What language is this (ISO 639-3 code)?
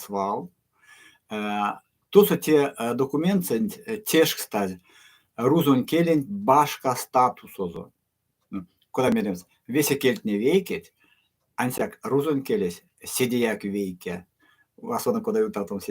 myv